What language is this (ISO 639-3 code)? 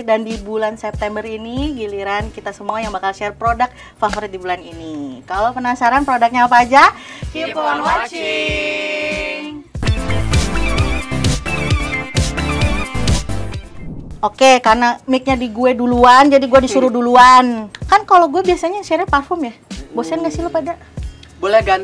ind